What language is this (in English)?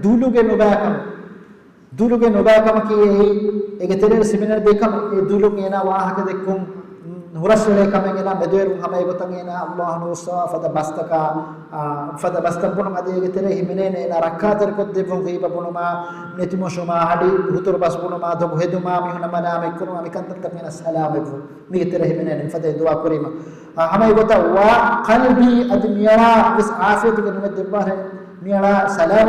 Divehi